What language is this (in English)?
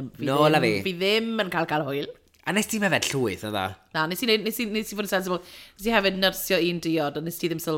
Welsh